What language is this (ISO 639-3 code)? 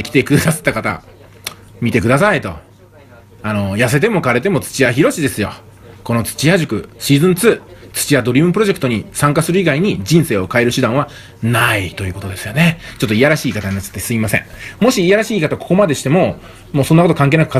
jpn